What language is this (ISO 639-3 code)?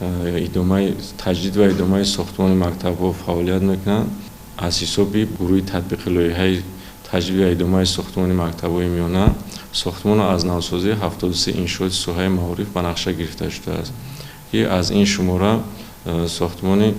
tgk